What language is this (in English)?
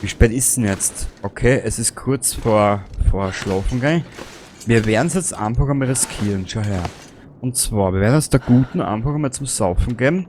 Bavarian